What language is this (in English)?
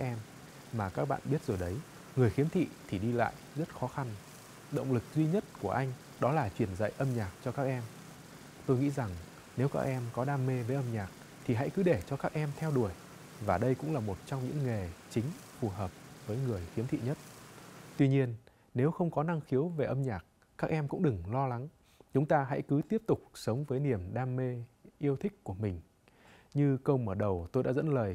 Vietnamese